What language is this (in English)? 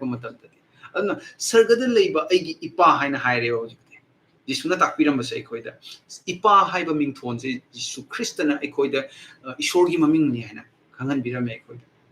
Manipuri